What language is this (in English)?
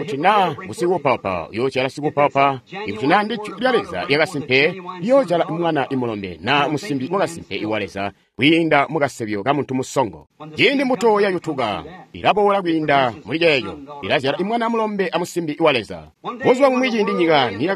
Tonga (Zambia)